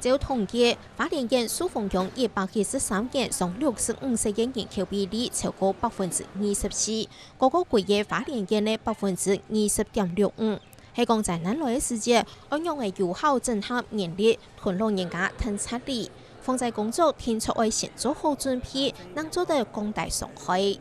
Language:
Hakka Chinese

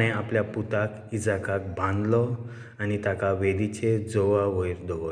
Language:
Konkani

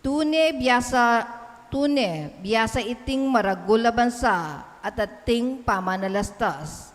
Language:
Pampanga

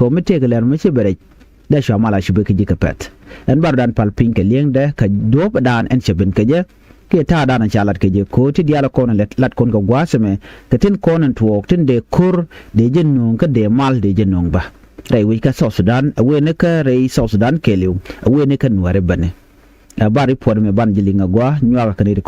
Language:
Nuer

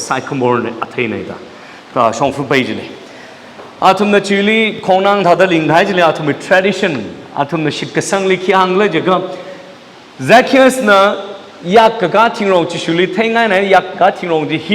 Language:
Tangkhul Naga (India)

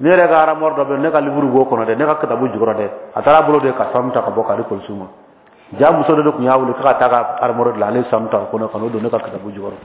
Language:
Bambara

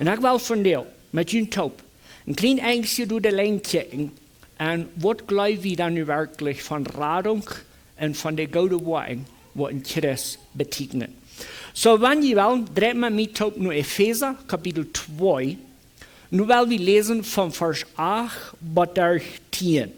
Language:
Plautdietsch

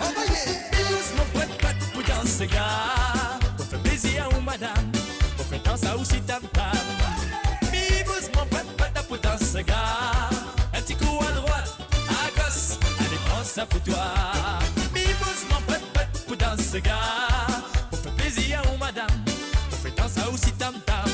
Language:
Morisyen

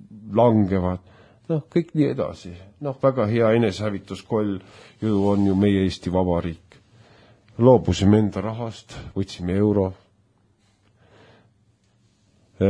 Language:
Estonian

